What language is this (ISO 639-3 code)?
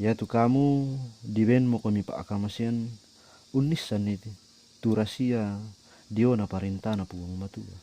sda